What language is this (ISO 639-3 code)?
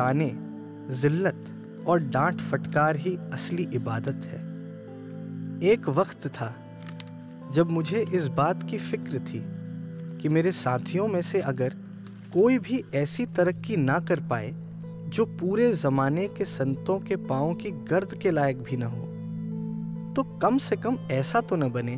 hin